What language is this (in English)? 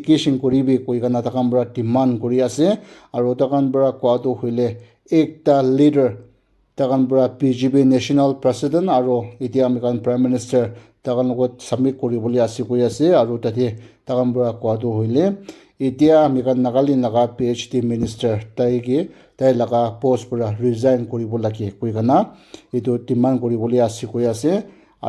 Naga Pidgin